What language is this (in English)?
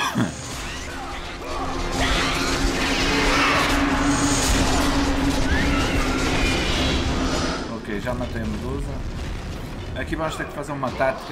Portuguese